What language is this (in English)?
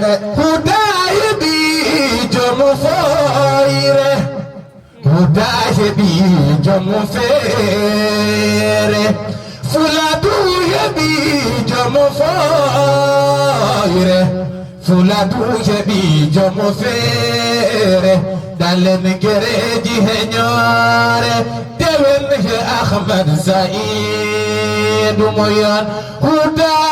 Fula